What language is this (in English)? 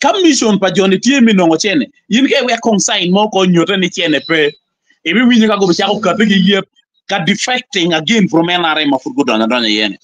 Acoli